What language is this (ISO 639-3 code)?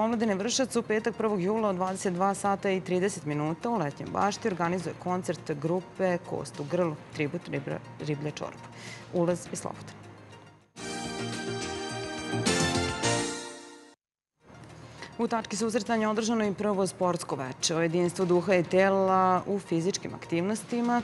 srp